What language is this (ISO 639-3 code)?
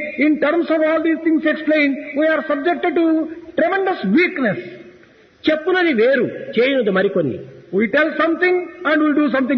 tel